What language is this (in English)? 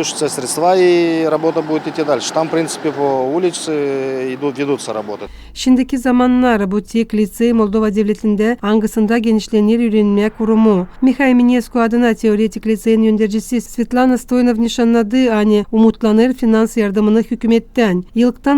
Gagauz